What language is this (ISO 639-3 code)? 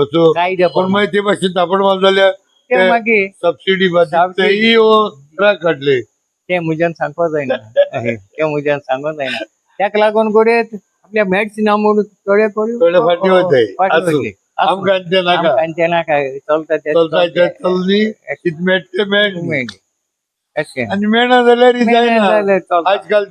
kok